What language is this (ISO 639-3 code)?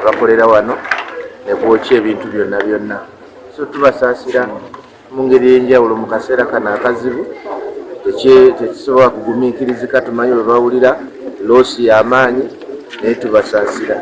lug